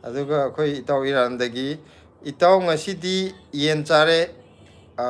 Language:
Manipuri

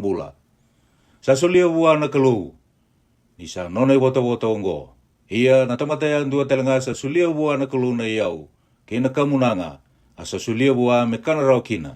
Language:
Fijian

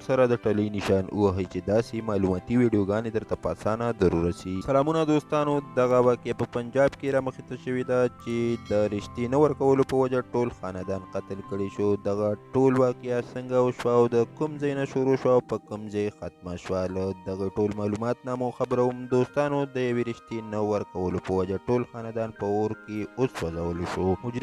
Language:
Pashto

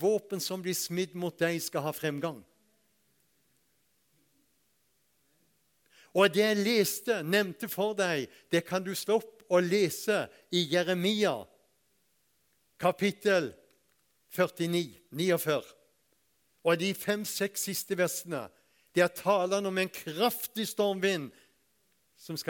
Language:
Norwegian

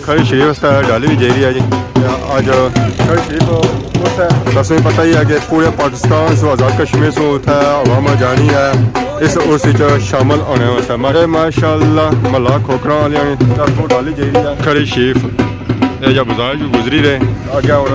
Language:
Pahari-Potwari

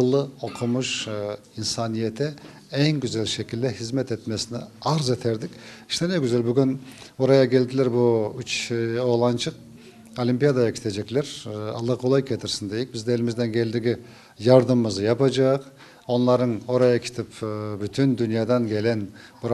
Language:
Crimean Tatar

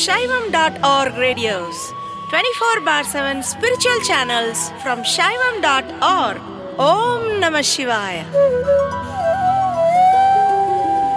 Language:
Tamil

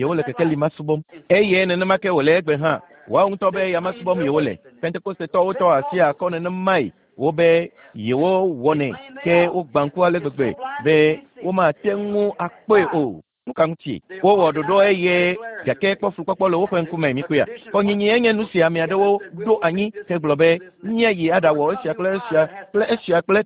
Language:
Ewe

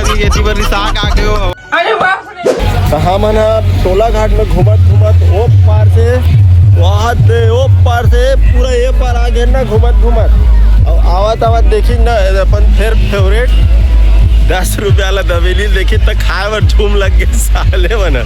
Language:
Chhattisgarhi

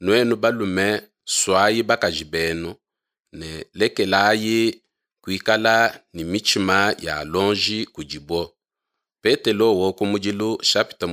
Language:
Luba-Lulua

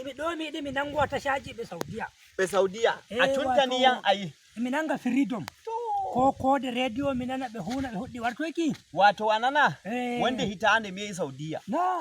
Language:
Nigerian Fulfulde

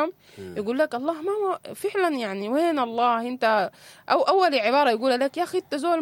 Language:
Sudanese Arabic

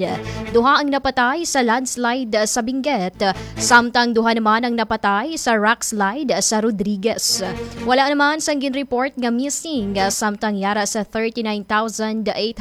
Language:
Hiligaynon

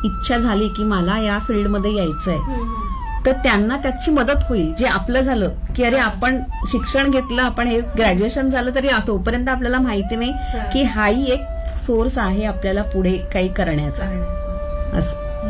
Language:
Marathi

